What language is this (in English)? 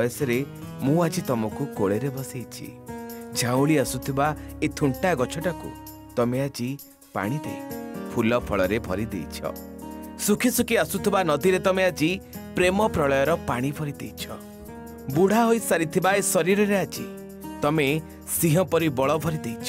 Odia